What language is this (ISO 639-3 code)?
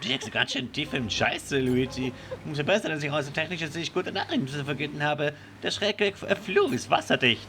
gsw